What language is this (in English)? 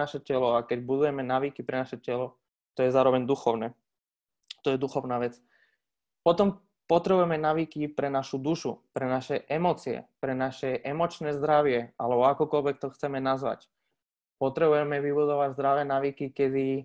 Slovak